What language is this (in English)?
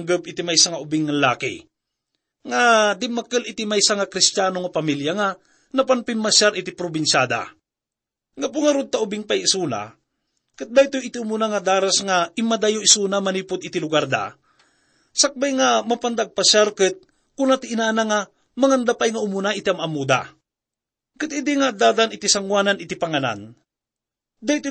Iloko